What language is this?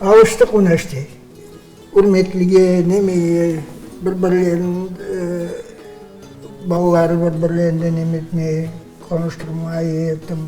Crimean Tatar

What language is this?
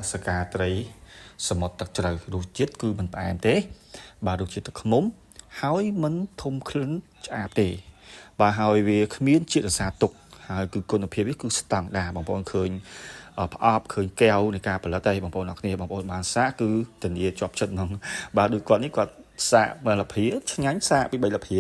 Khmer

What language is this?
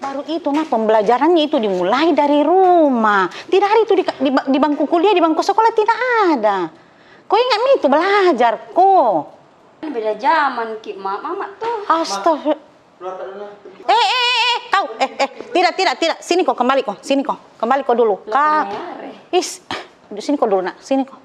Makassar Malay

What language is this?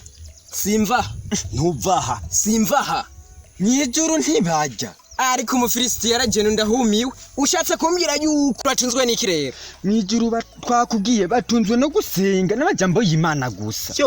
Rundi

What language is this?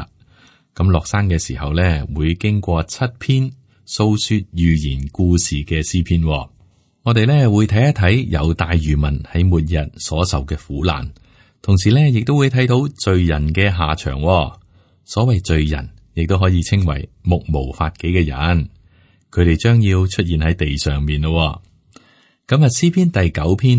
Cantonese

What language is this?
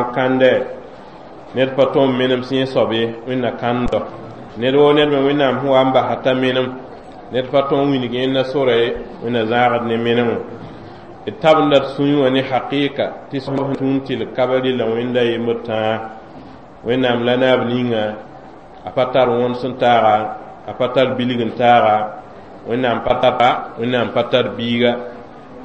Mossi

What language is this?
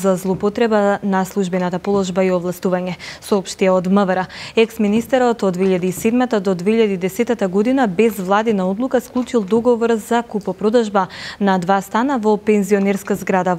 Macedonian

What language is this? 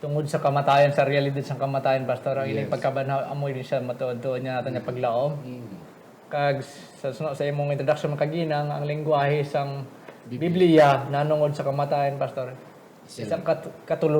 Hiligaynon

